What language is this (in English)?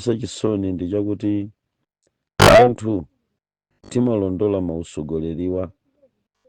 Nyanja